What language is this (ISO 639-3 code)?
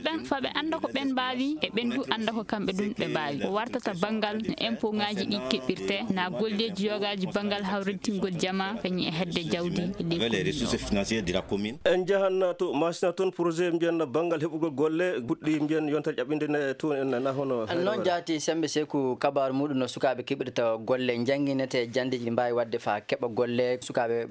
ful